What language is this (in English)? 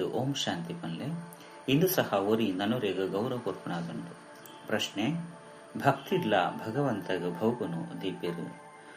Tulu